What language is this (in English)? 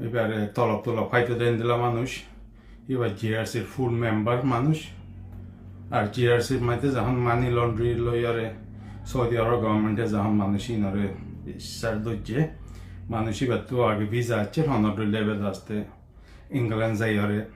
Rohingya